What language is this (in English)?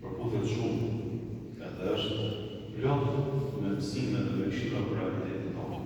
Albanian